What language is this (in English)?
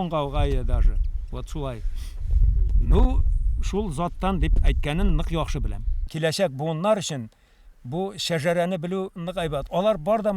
Bashkir